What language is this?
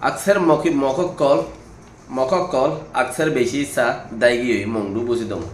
Rohingya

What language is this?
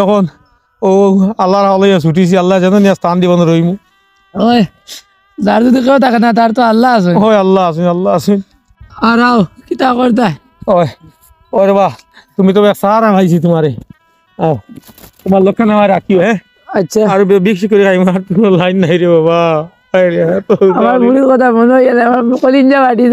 Sylheti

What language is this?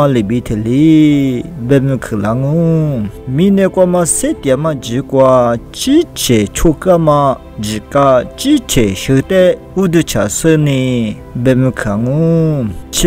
Lisu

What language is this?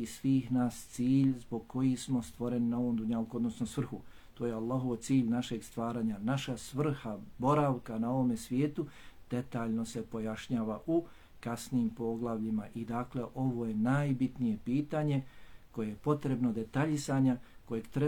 Bosnian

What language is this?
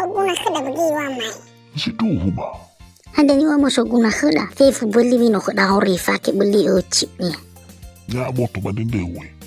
Nias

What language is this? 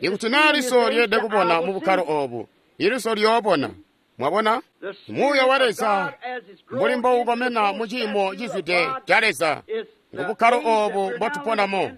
Tonga (Zambia)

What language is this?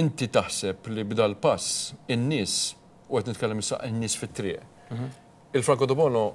Maltese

